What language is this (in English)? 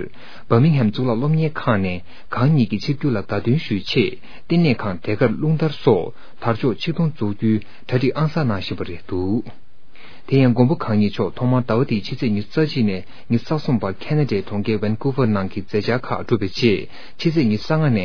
Tibetan